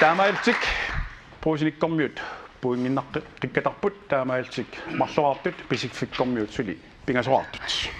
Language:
Kalaallisut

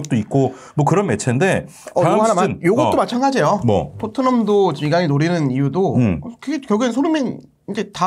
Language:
Korean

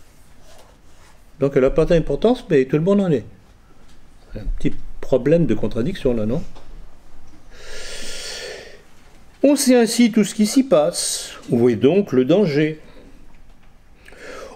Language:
French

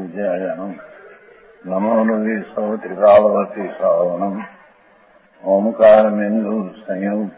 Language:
Gujarati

